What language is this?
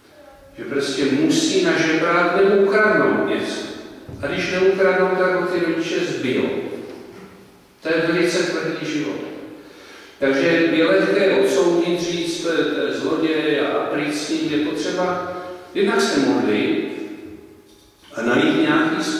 Czech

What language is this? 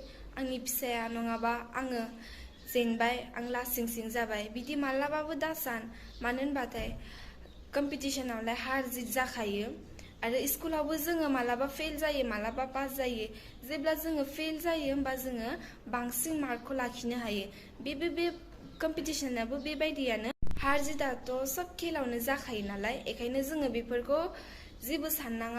Bodo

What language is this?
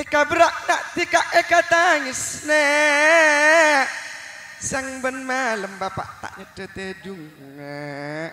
Madurese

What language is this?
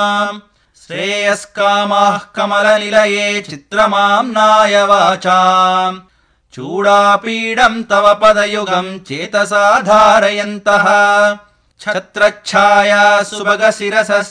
Sanskrit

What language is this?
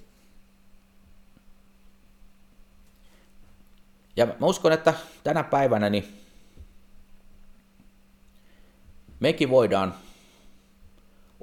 Finnish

